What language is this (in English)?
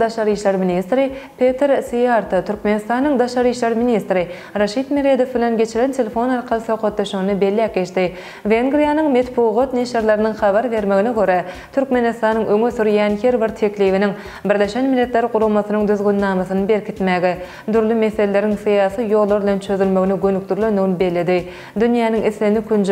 Turkmen